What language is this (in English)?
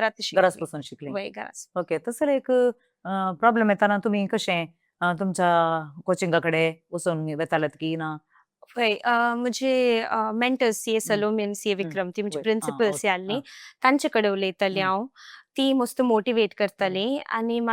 Konkani